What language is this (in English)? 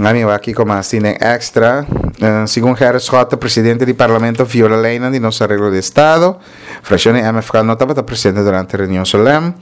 Papiamento